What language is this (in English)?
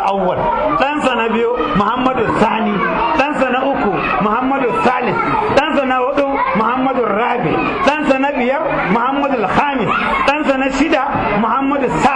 Hausa